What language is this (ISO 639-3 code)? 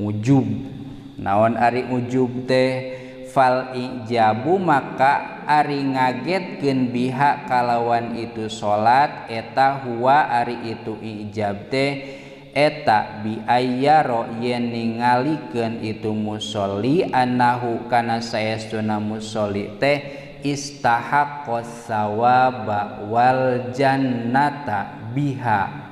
sun